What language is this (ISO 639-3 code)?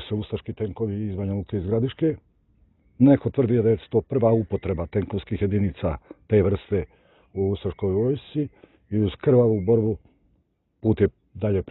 srp